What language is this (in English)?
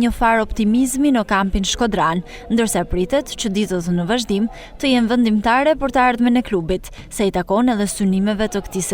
Albanian